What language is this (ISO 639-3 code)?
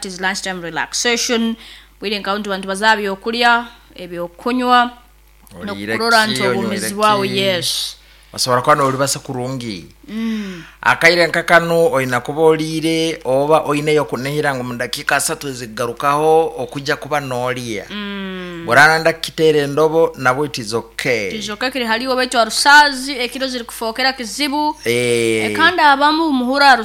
nyo